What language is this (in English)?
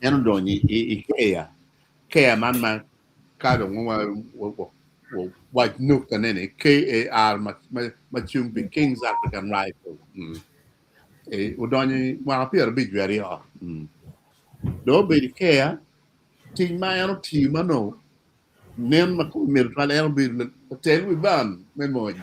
Acoli